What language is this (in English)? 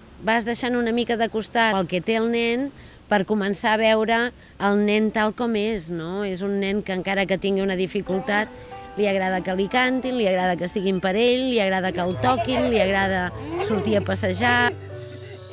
Catalan